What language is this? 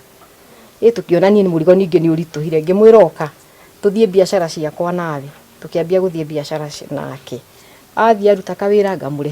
Kikuyu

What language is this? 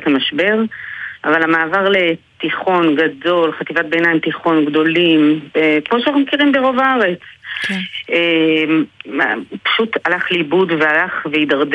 Hebrew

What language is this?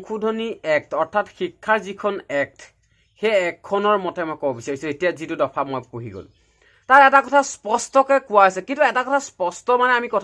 Assamese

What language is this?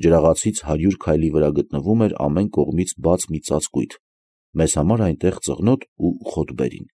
Armenian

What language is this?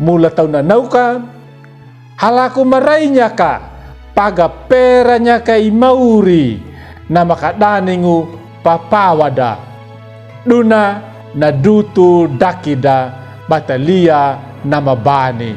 Anakalangu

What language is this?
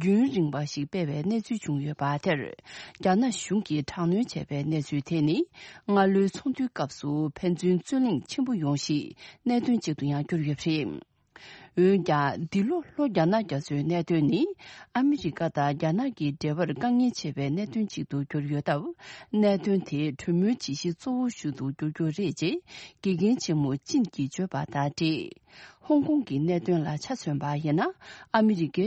Tibetan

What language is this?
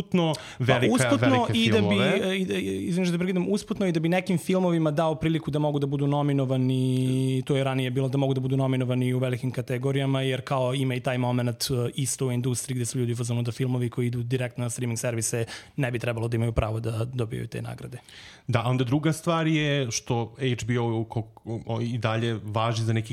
Serbian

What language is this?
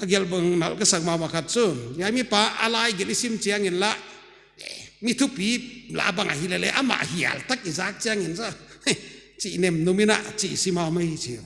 Paite Chin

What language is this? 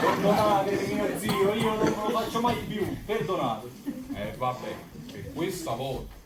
Neapolitan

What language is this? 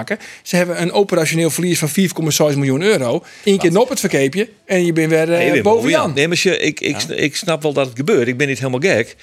Western Frisian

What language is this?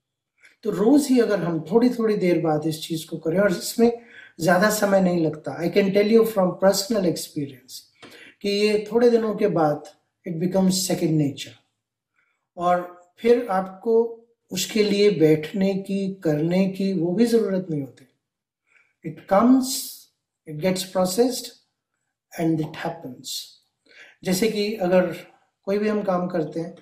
Hindi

